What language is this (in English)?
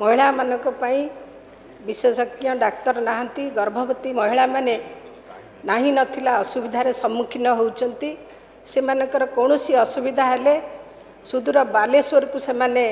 Odia